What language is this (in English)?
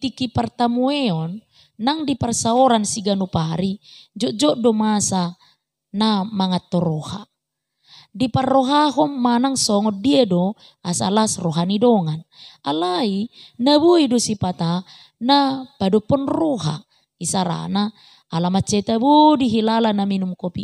Batak Toba